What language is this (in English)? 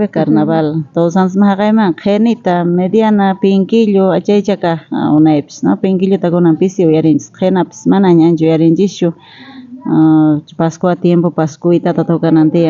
South Bolivian Quechua